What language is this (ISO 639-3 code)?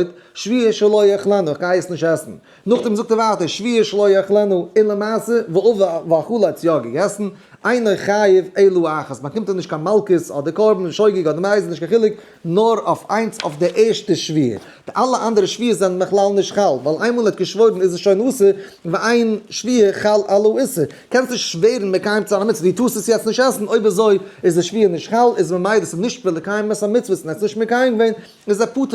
yid